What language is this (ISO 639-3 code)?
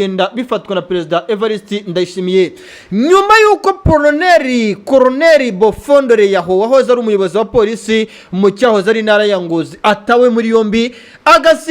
kin